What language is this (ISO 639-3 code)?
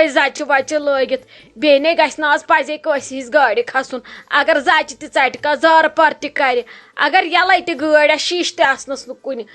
kas